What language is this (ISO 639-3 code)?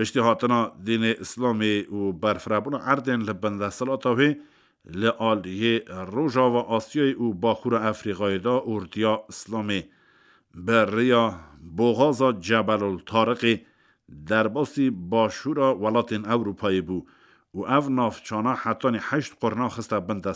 kur